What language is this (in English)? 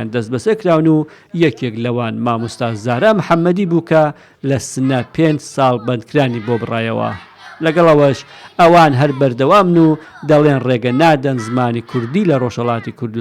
Central Kurdish